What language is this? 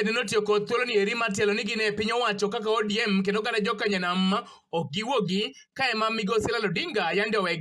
Luo (Kenya and Tanzania)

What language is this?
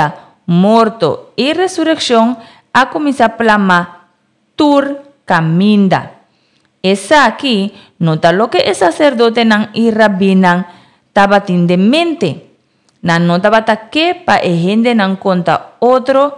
Papiamento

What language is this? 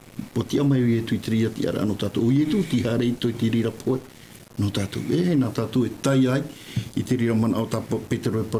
Tahitian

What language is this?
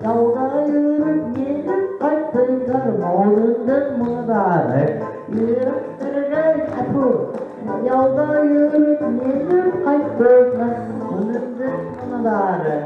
Bashkir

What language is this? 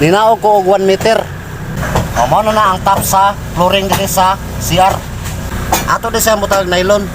Cebuano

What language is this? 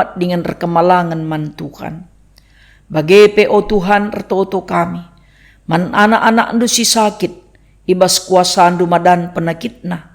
Batak Karo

